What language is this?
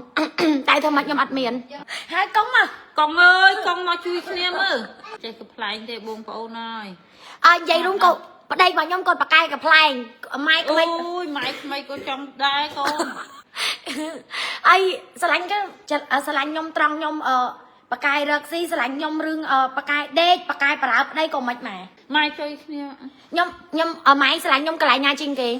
Khmer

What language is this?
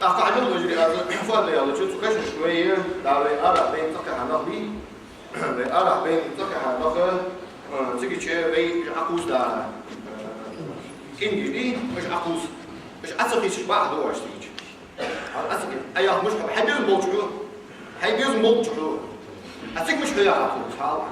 Ingush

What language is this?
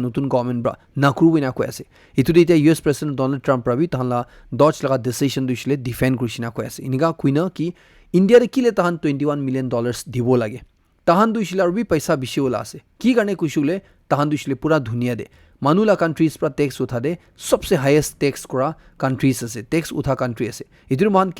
Naga Pidgin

